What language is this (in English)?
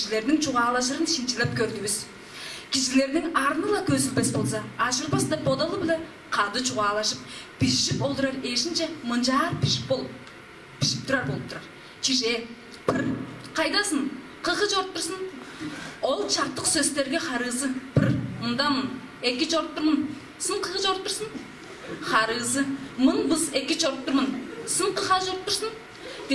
Tuvinian